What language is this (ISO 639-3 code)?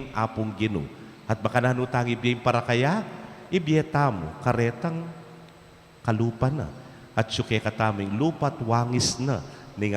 pam